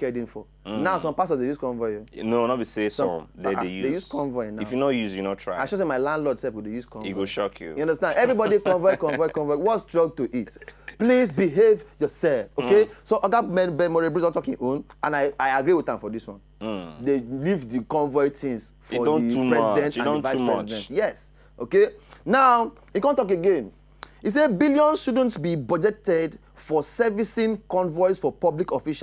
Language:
Nigerian Pidgin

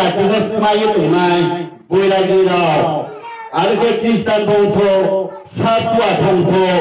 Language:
Riang (India)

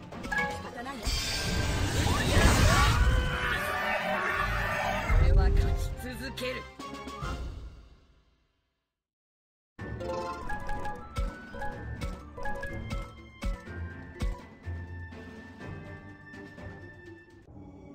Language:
Japanese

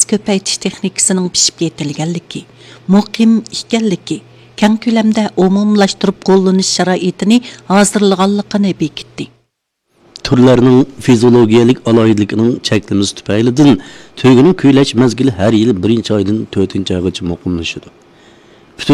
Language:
Uyghur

